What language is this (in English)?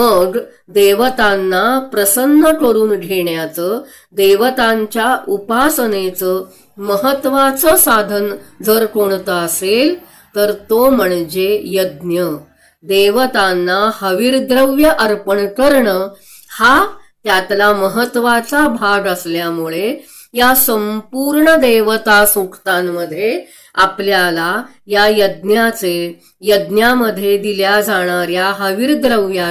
Marathi